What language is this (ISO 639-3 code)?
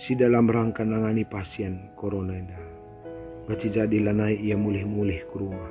btx